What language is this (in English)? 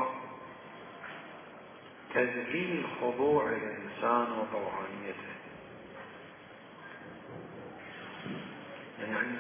Arabic